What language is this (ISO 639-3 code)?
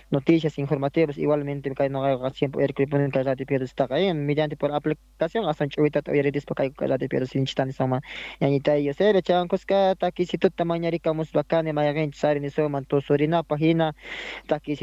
que